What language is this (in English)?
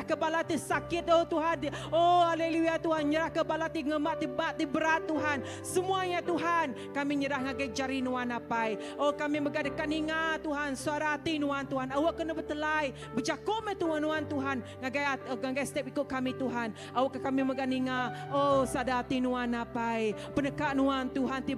Iban